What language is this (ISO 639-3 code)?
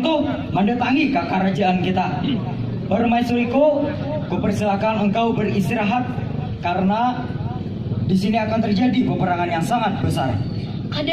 bjn